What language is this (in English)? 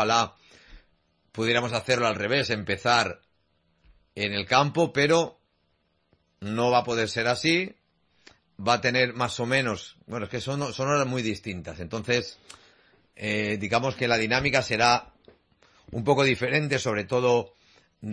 Spanish